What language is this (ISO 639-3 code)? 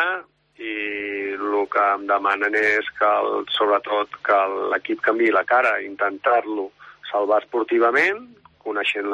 cat